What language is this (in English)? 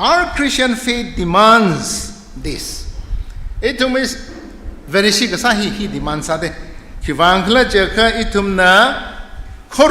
Tangkhul Naga (India)